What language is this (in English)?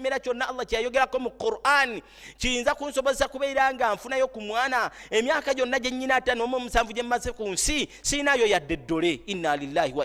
Ganda